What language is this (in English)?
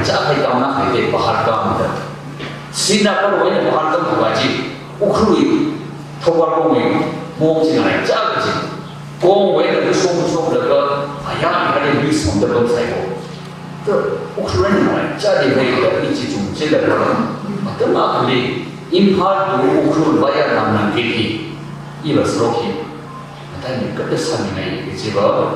Tangkhul Naga (India)